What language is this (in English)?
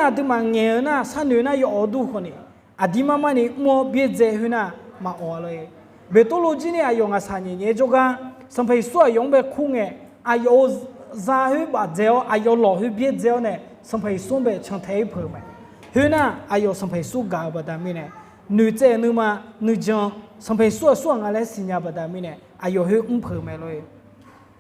Akha